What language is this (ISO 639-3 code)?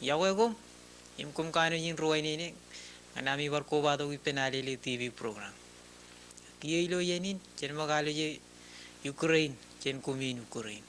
mah